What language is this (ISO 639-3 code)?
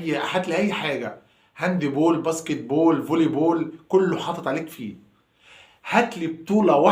arz